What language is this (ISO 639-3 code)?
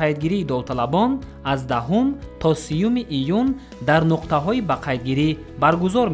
tgk